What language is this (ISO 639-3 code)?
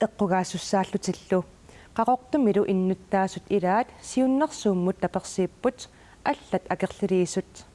kal